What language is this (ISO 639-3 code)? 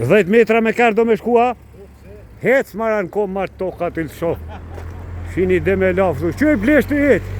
sqi